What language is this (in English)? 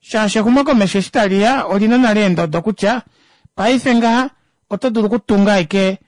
Kuanyama